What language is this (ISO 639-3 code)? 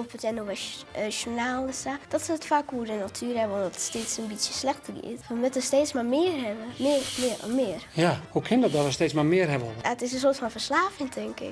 fry